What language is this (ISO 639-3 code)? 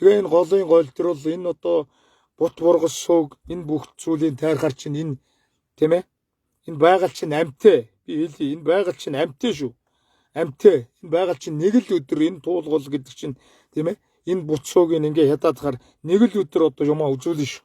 mon